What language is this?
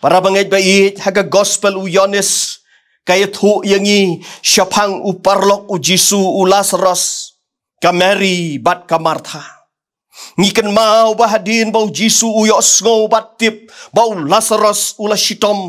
Khasi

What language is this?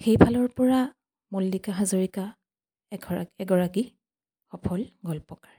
Assamese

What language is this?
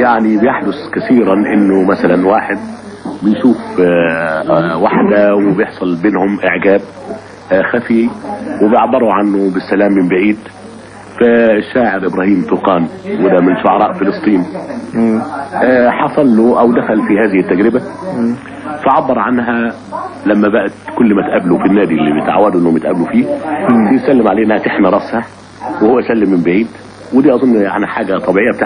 Egyptian Arabic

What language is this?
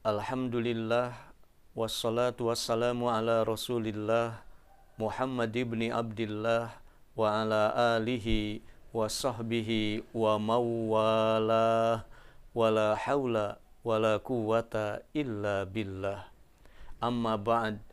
Sundanese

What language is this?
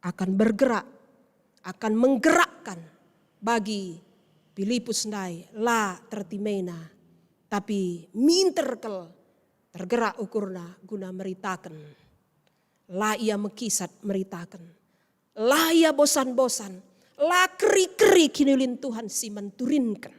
Batak Karo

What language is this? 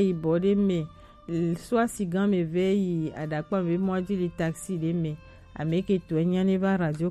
Gen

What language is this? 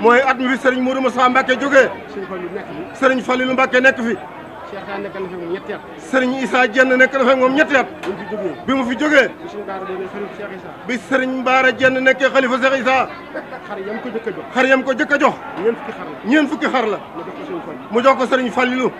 Wolof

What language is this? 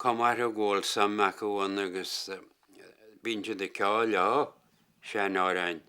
Irish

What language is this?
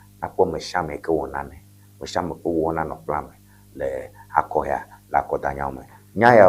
Ewe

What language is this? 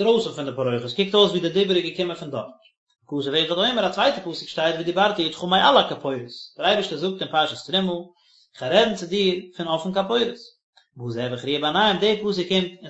Yiddish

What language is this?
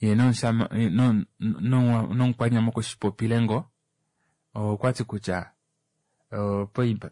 Kuanyama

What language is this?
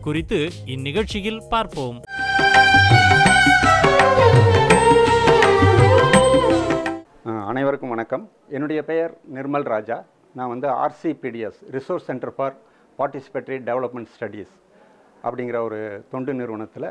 Tamil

